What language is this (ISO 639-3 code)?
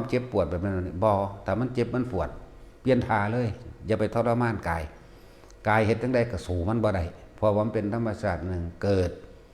tts